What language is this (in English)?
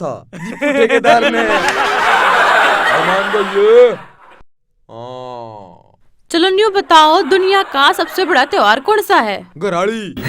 Haryanvi